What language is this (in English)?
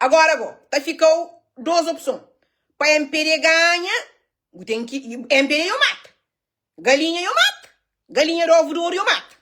Kabuverdianu